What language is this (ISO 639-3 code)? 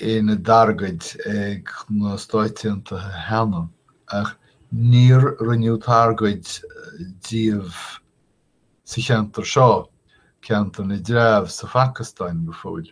gle